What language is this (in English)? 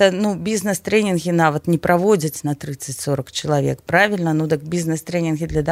Belarusian